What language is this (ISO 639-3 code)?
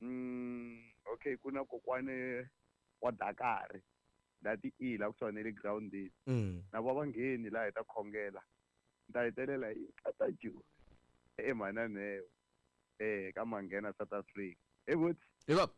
tso